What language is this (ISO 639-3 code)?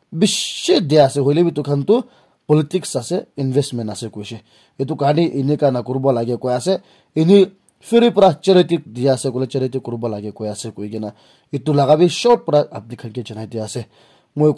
nag